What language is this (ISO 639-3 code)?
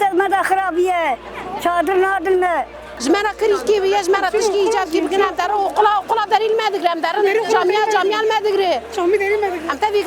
kur